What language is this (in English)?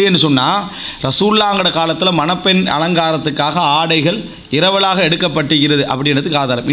Tamil